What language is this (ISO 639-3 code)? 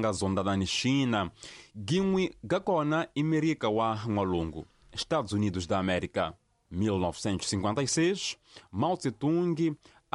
tso